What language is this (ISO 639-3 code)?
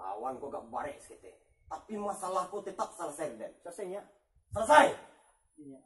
min